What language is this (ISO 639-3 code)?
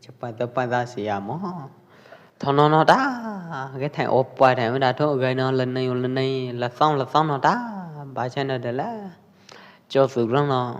kjp